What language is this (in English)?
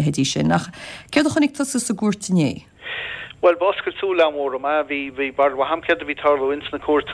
Irish